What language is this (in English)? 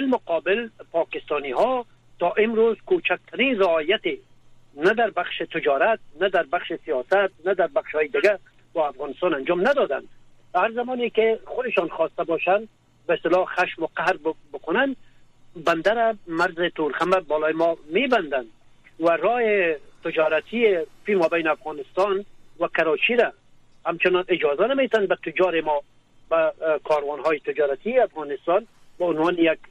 Persian